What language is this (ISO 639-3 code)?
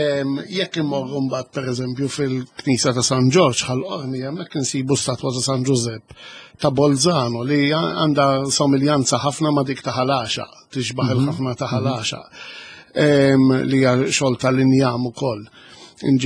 mlt